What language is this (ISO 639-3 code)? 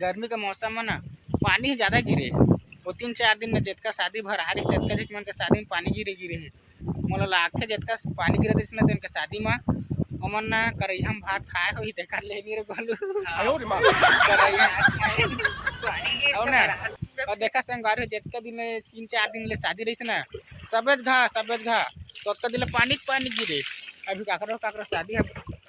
hne